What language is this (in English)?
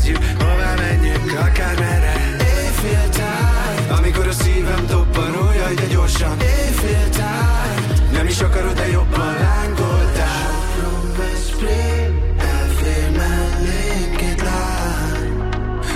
Hungarian